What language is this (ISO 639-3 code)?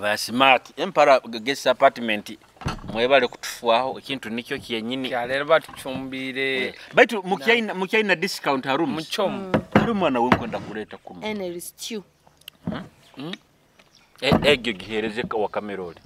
nyo